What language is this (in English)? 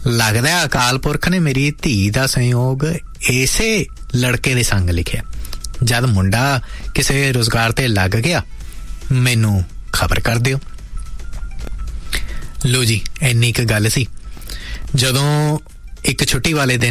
Punjabi